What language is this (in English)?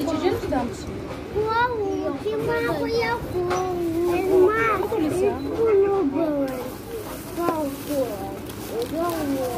Crimean Tatar